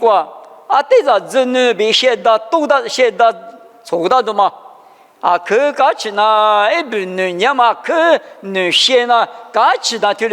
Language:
Lisu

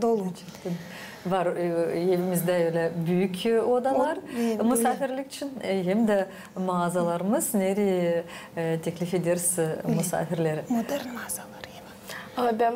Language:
Gagauz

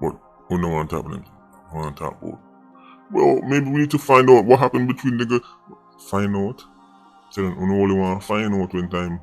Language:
Jamaican Creole English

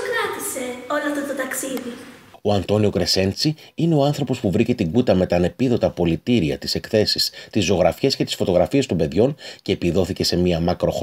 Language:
Greek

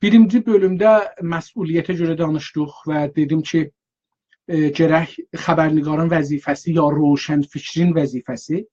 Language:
South Azerbaijani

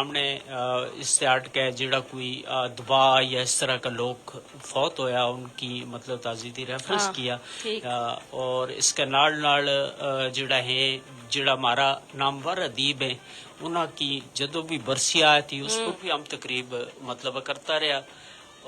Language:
Gujari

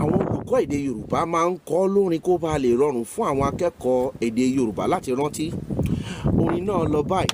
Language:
Yoruba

